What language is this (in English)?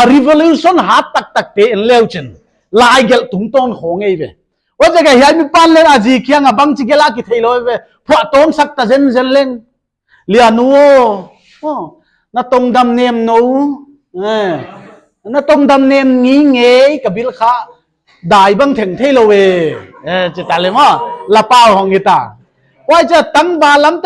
Paite Chin